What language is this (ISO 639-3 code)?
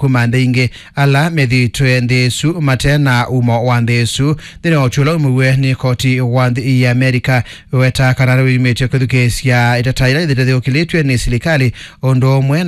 kam